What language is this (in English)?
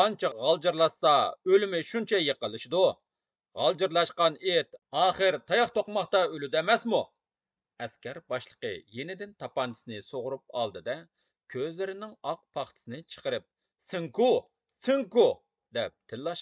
Uyghur